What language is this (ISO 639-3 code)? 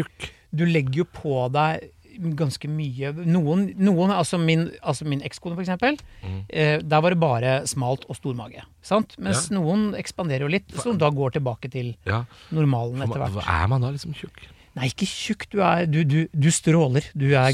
nor